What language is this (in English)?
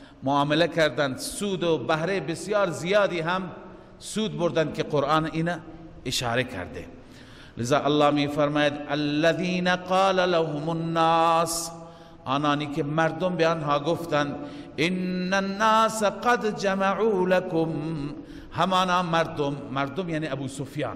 Persian